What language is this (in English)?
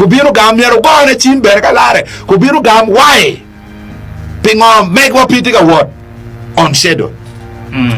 Acoli